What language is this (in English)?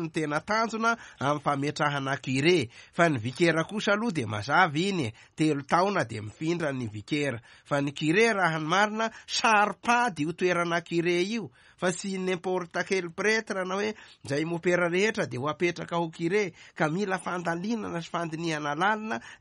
Malagasy